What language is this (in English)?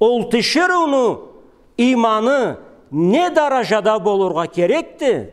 Karachay-Balkar